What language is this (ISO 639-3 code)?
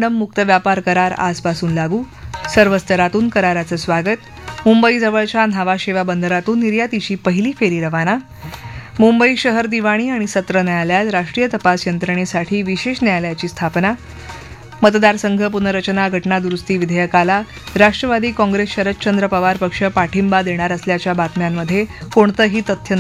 mar